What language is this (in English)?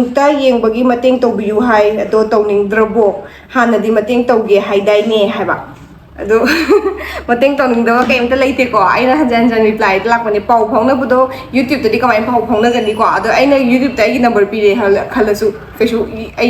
Manipuri